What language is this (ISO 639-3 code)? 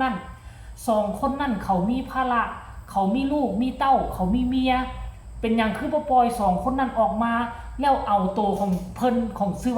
lao